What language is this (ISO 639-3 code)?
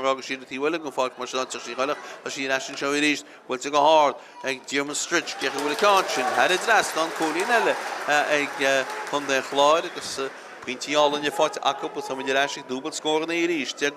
gle